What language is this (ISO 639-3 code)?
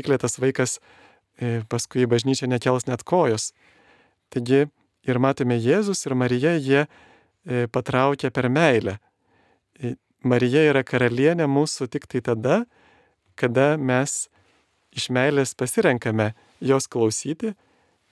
lit